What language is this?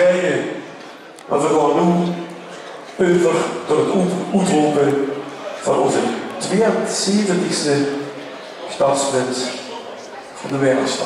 Limburgish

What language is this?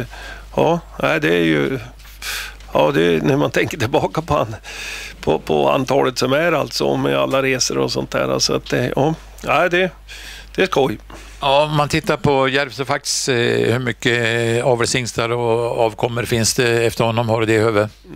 Swedish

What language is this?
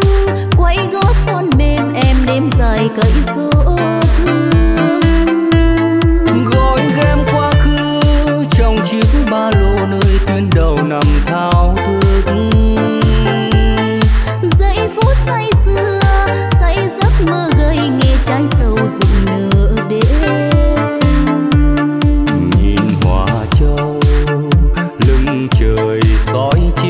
Vietnamese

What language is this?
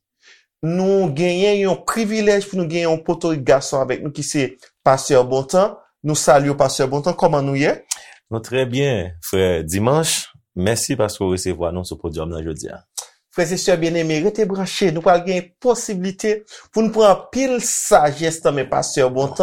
Haitian Creole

